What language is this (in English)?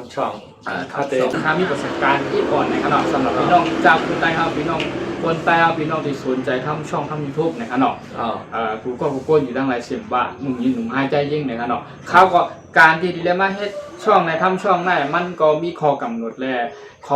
Shan